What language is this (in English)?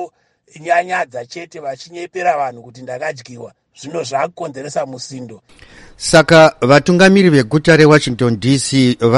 Shona